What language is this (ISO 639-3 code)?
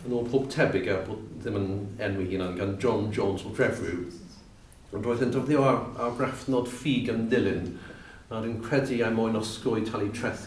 cym